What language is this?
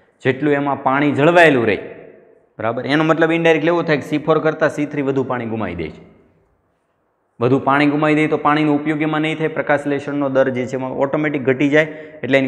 Gujarati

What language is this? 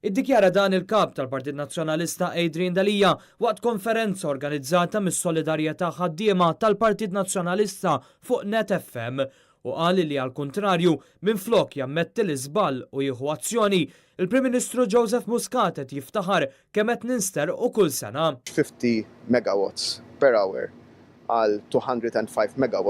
Maltese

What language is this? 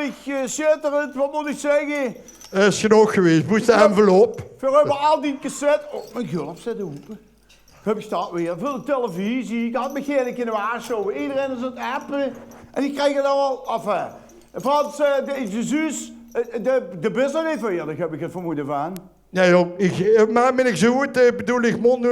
Limburgish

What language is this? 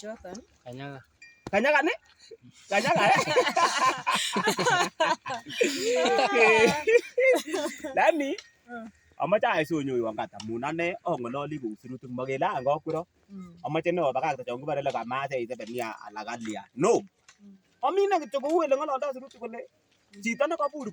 Kalenjin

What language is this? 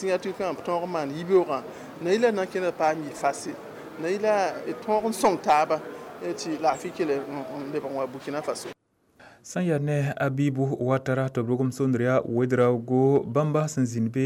Mossi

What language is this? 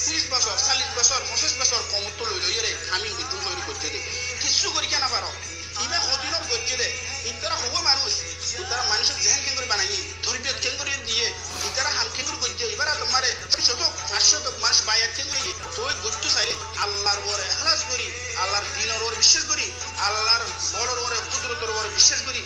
Rohingya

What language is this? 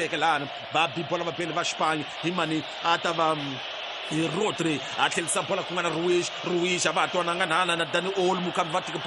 Tsonga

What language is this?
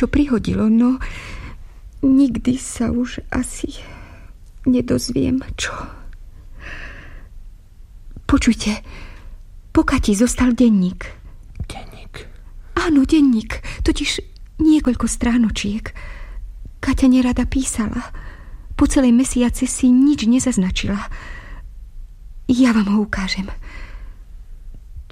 Slovak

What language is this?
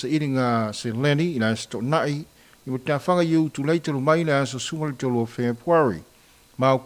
Samoan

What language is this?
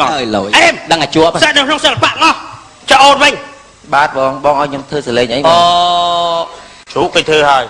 Khmer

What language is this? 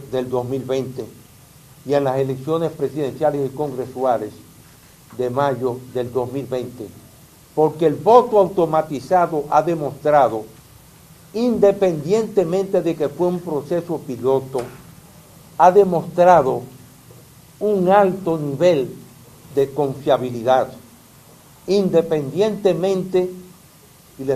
Spanish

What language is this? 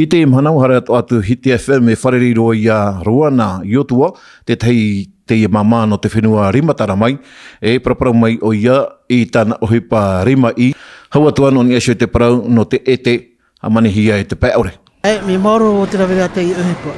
Tahitian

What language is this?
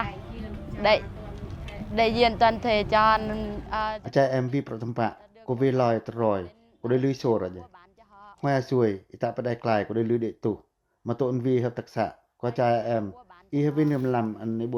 Pacoh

